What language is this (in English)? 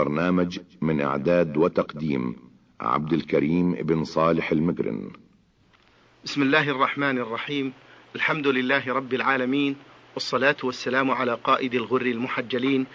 Arabic